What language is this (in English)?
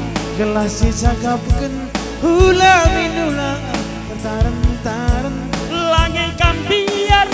Batak Karo